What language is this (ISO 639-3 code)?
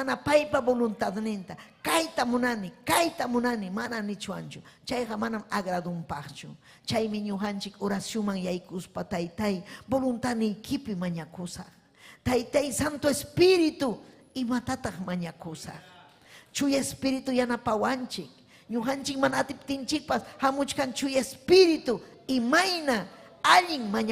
quy